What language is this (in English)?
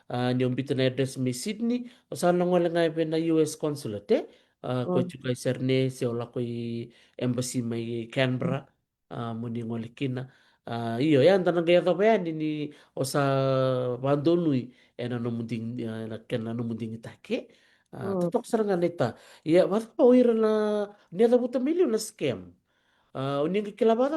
Fijian